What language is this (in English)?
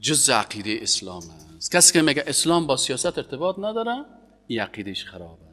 Persian